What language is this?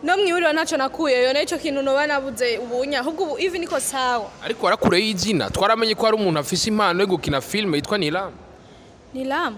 Rundi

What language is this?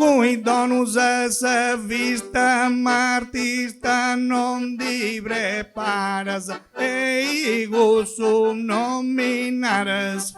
Sardinian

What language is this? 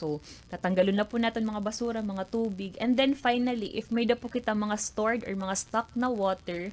Waray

